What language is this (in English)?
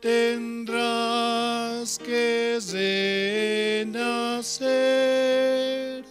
South Bolivian Quechua